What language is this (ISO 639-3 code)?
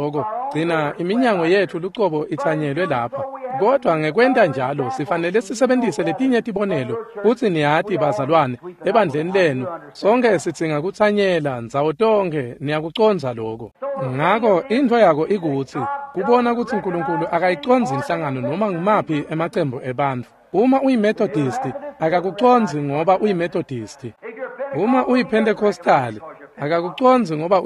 ssw